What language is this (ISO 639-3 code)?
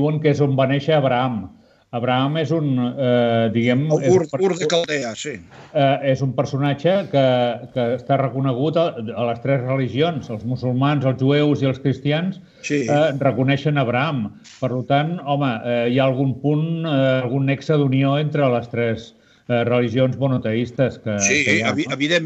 cat